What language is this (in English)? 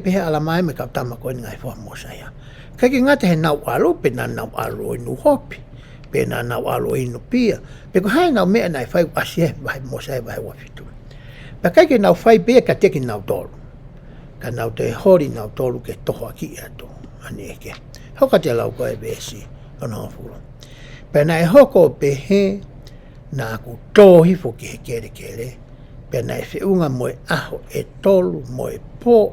Tongan